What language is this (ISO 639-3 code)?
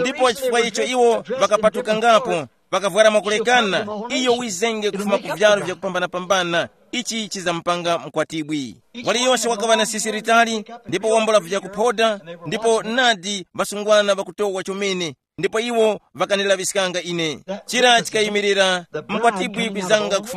tum